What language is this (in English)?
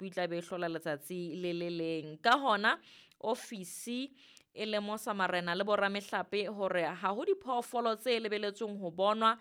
Southern Sotho